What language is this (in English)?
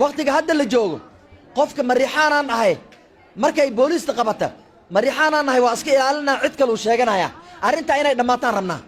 Somali